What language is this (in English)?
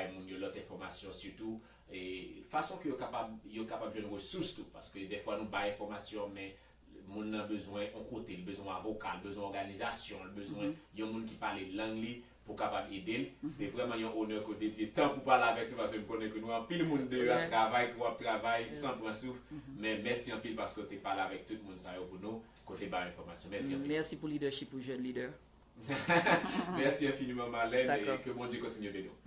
Haitian Creole